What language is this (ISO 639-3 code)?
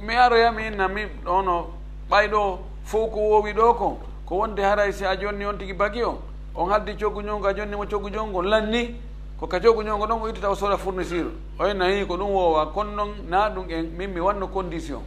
ful